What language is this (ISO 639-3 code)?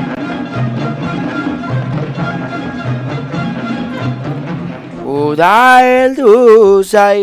eus